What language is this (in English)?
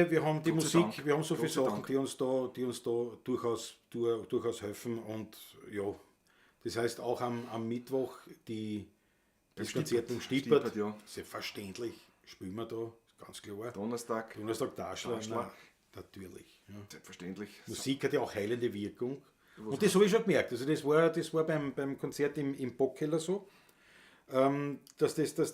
Bavarian